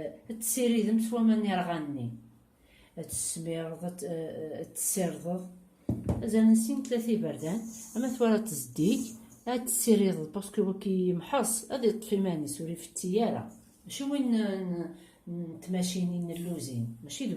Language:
Kabyle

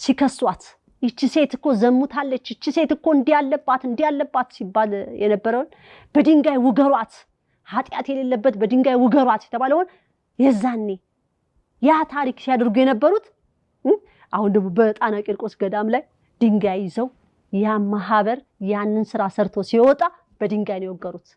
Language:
Amharic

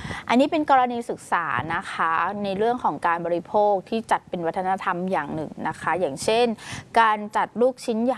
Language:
Thai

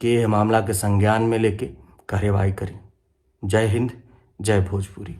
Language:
Bhojpuri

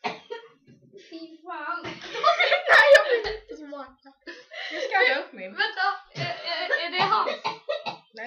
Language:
Swedish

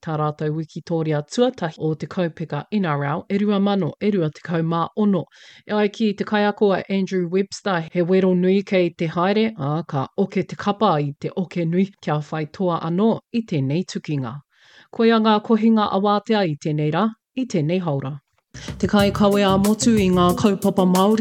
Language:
Māori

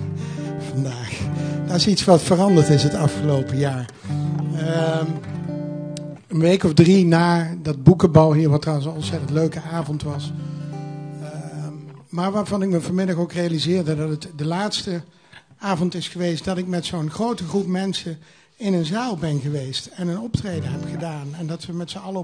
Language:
Dutch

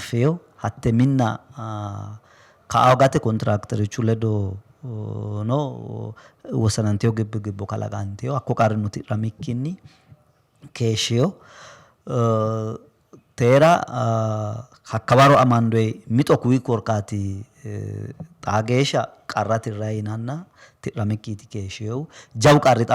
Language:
Sidamo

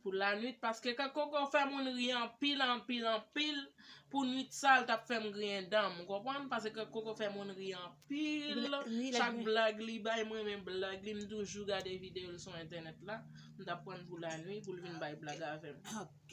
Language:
Haitian Creole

